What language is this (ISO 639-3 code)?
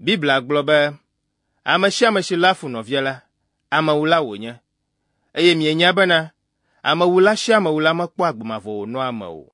ewe